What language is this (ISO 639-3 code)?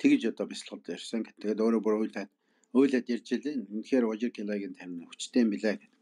mon